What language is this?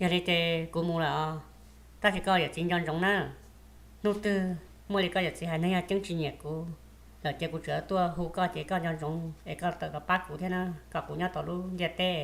Hmong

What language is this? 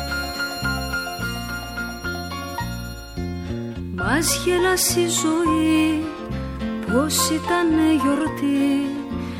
Greek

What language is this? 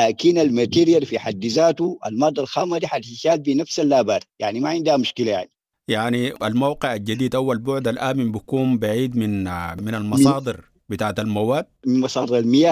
Sudanese Arabic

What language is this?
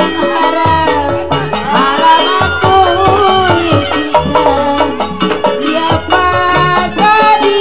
Betawi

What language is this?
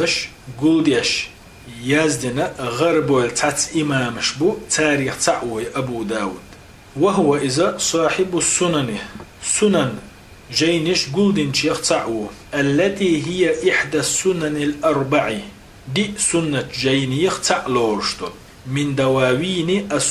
Chechen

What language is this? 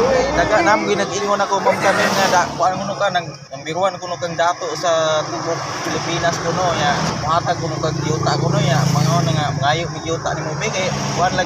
Cebuano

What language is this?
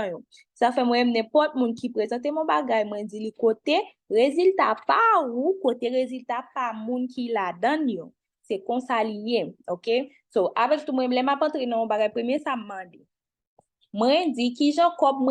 Haitian Creole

